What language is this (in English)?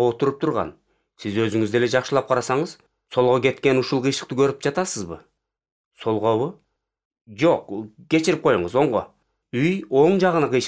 Kyrgyz